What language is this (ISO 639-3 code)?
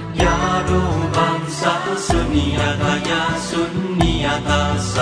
san